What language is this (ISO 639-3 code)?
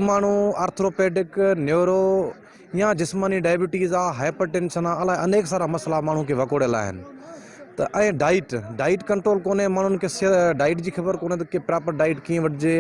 snd